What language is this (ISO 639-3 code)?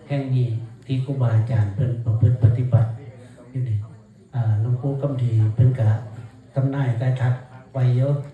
tts